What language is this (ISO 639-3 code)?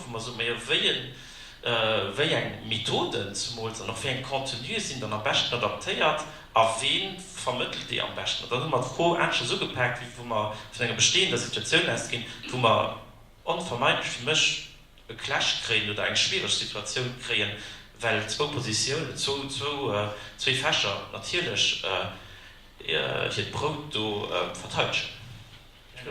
ltz